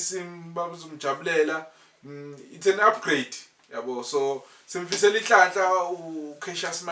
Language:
Zulu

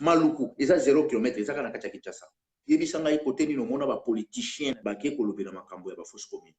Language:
Lingala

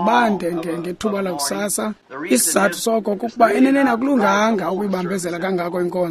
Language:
Xhosa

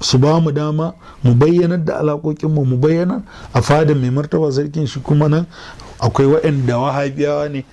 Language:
Hausa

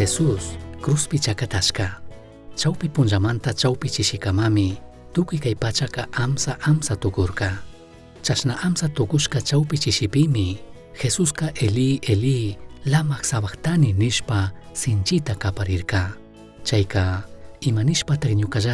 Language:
Chimborazo Highland Quichua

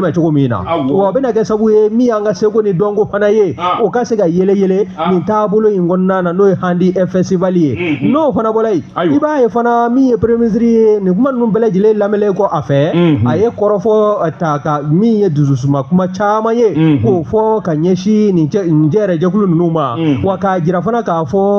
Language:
Bambara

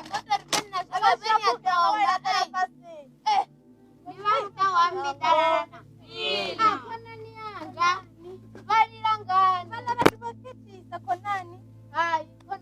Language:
Venda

